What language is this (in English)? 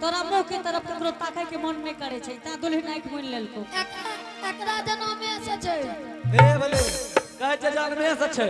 Angika